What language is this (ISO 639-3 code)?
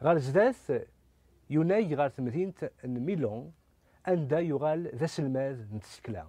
kab